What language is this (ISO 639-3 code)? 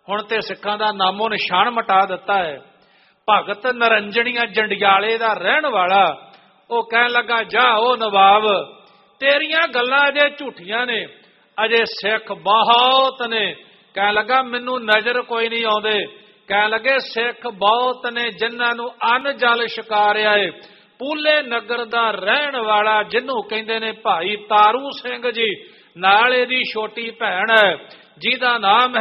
pan